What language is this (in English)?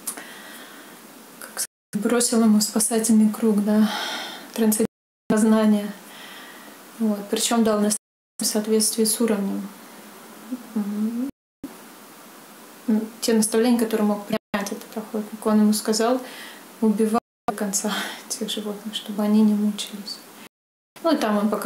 Russian